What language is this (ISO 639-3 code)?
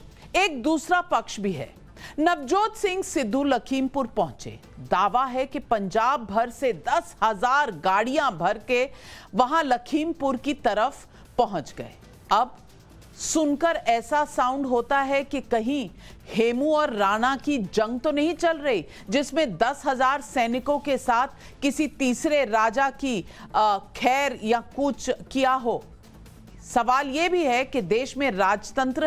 hin